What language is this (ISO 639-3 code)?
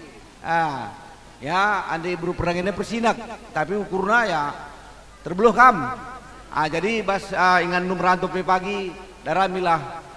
btx